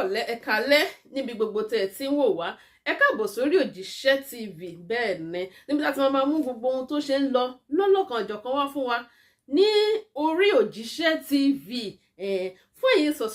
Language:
Yoruba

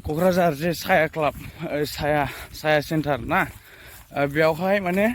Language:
Bodo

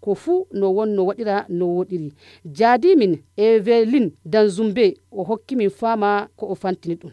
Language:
Nigerian Fulfulde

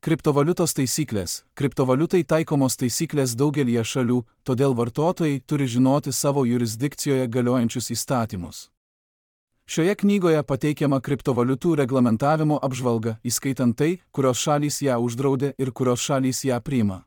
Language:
Lithuanian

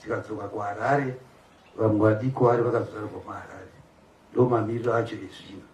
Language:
Shona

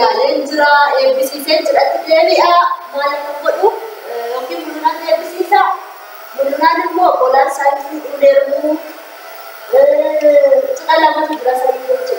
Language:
Oromo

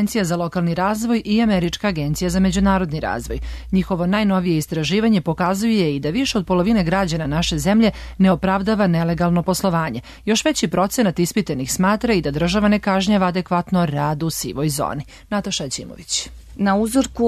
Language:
Serbian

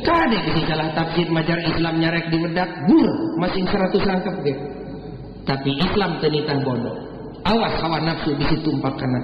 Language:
Sundanese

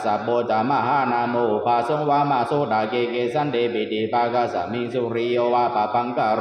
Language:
Pali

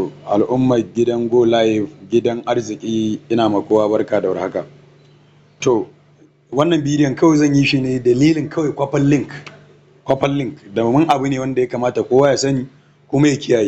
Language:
Hausa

